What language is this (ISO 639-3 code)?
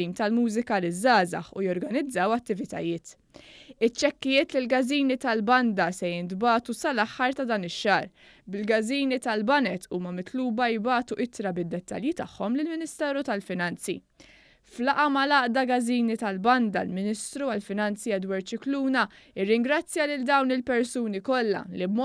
mlt